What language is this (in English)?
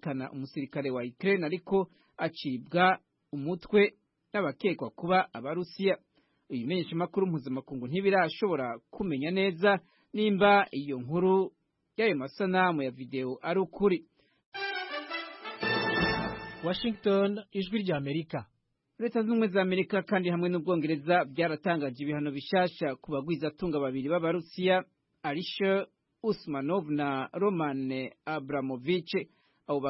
Kinyarwanda